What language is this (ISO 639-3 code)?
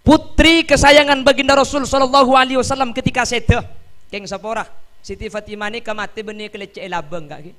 mad